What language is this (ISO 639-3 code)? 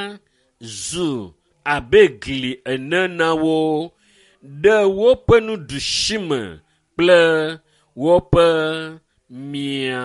ewe